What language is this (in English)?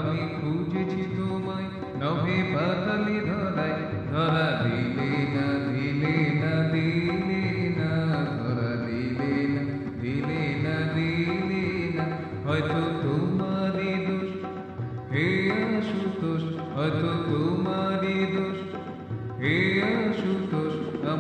Bangla